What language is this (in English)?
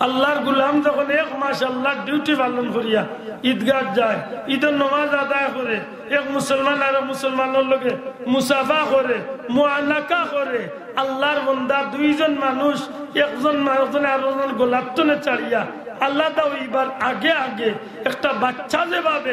Sylheti